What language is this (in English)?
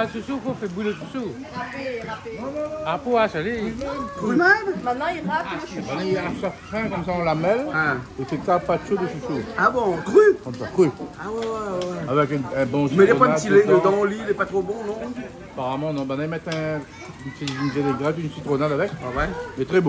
Réunion Creole French